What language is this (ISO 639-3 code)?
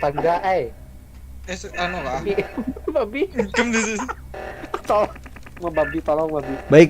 bjn